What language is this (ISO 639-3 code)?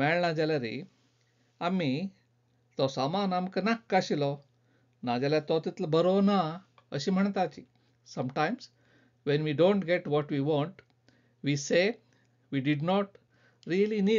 kok